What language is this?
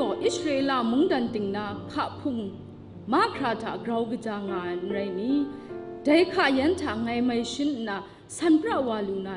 Kachin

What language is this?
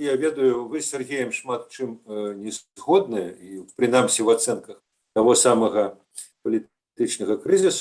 Belarusian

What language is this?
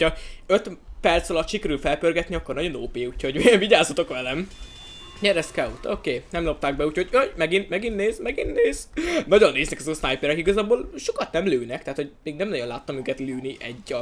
Hungarian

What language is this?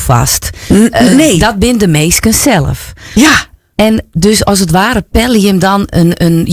Western Frisian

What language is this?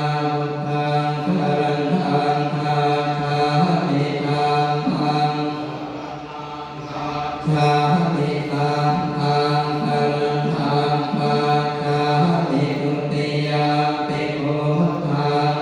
Pali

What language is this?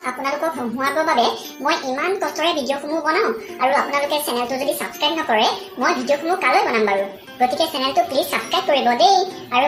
Assamese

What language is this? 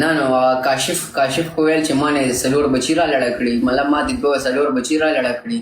Pashto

